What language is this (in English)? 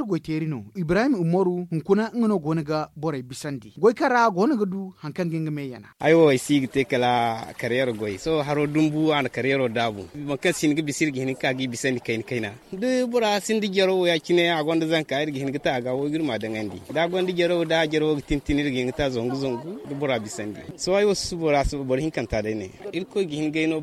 Zarma